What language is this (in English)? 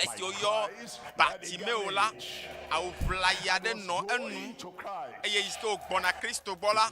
Ewe